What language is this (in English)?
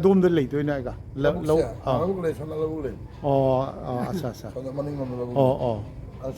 Manipuri